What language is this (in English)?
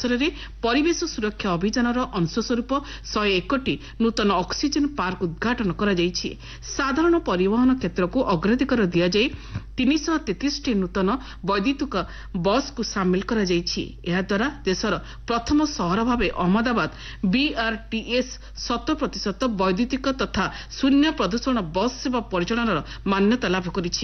Odia